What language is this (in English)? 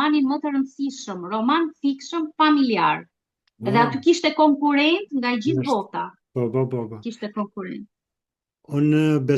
Albanian